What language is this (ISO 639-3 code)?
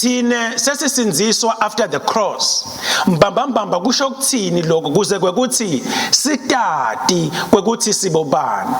ssw